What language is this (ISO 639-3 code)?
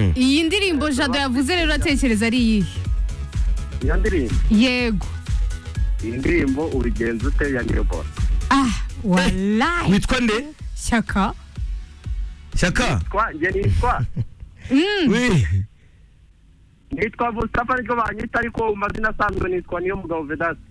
kin